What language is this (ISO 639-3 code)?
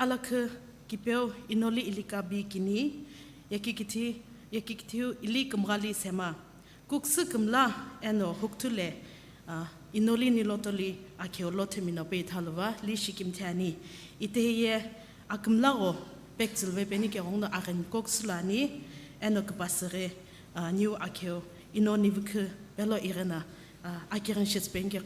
nsm